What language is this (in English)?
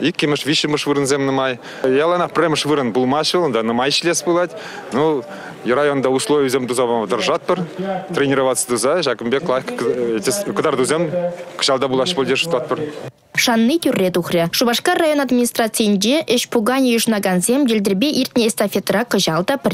Chuvash